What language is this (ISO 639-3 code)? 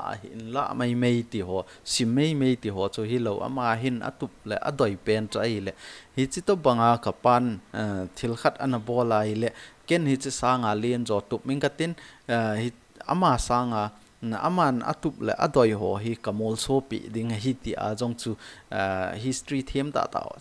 tcz